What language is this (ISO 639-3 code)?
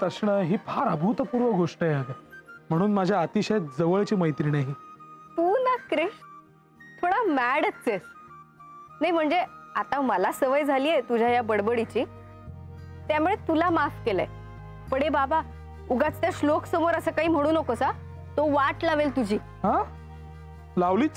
mar